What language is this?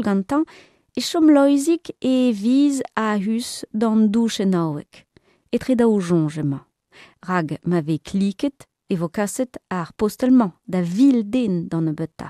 Breton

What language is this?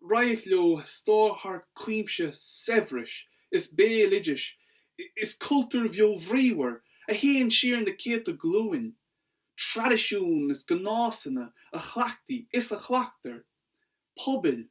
Irish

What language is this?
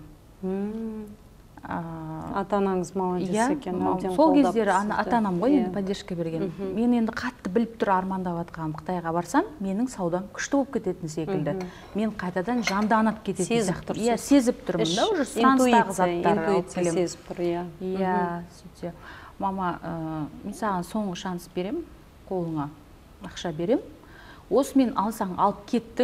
Kazakh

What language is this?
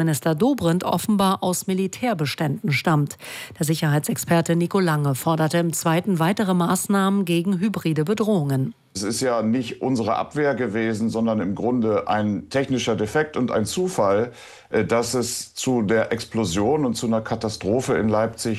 German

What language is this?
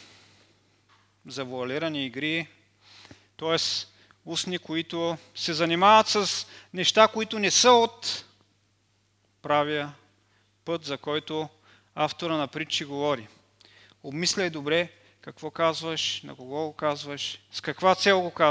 Bulgarian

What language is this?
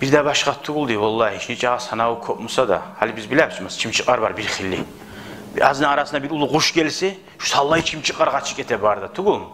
Kumyk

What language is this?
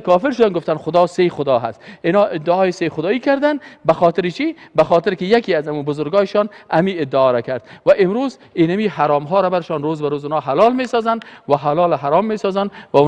Persian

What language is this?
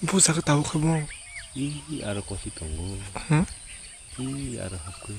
Kok Borok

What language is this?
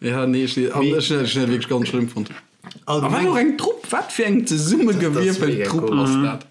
Luxembourgish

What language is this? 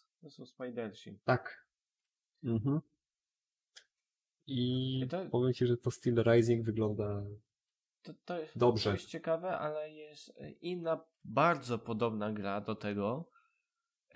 Polish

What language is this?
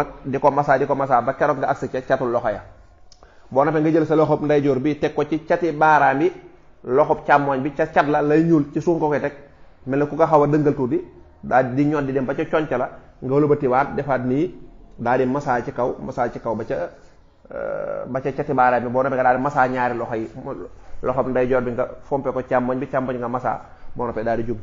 Wolof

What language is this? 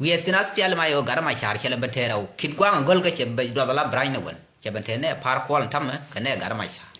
Nuer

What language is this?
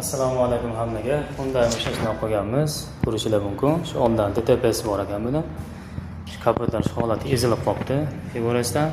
Uzbek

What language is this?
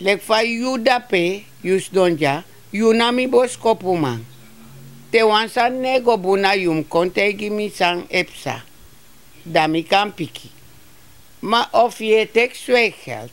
Sranan Tongo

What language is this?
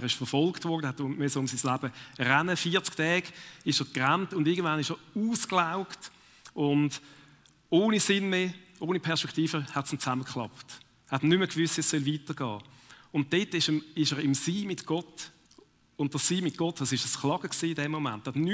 Swiss German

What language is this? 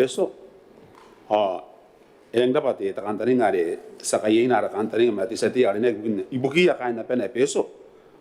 Gilbertese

